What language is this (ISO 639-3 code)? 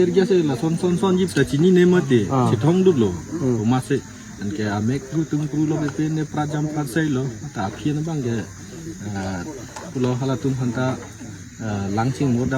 mjw